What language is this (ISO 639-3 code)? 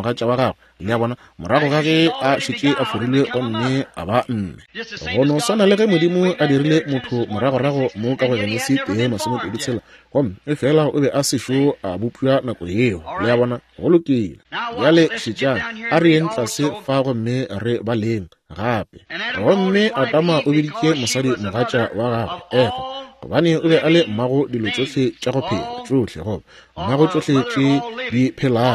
nso